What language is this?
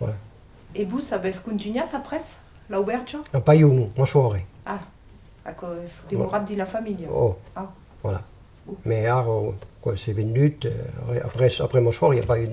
Occitan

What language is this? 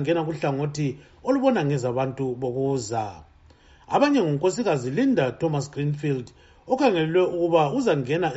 North Ndebele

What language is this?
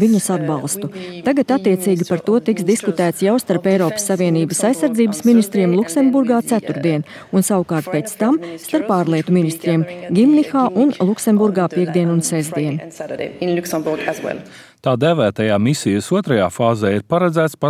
Latvian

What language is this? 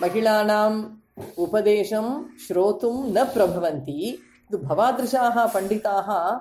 Sanskrit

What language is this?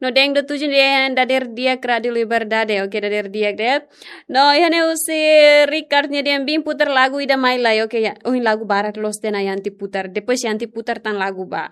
Tetum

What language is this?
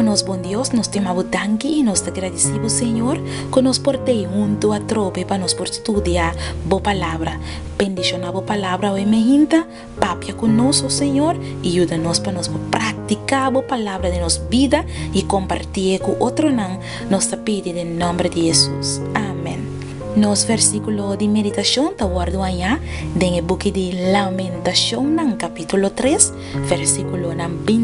Papiamento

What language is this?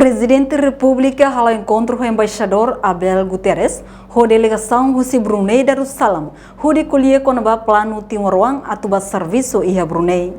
Tetum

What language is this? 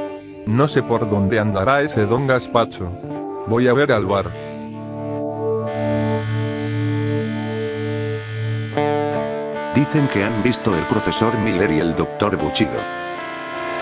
Spanish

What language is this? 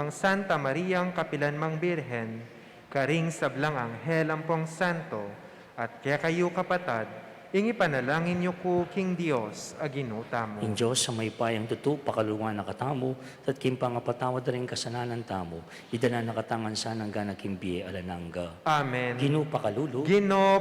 Pampanga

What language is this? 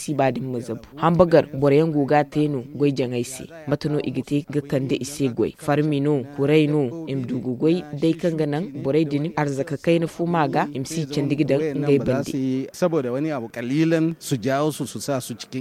Zarma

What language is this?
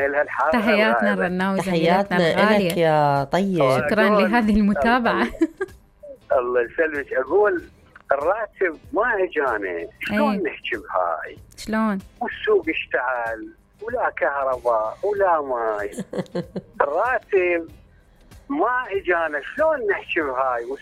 Mesopotamian Arabic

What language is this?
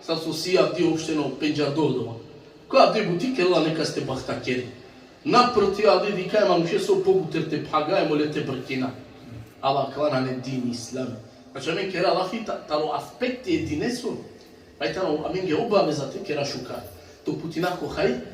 Balkan Romani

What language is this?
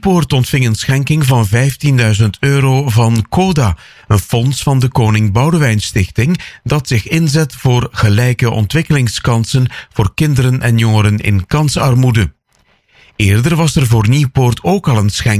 Dutch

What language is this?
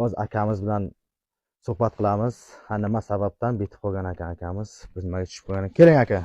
Uzbek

